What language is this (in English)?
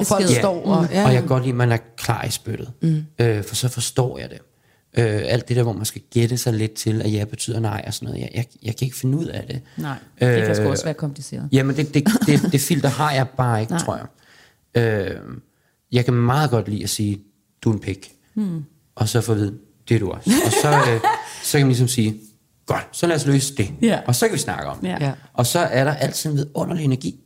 Danish